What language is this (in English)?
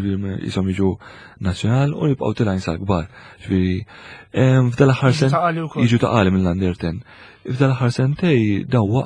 Maltese